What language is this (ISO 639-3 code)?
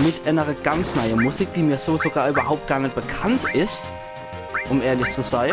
pfl